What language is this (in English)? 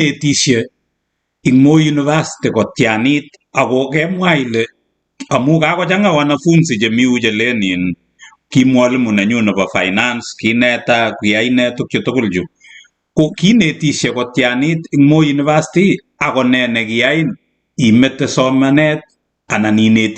Kalenjin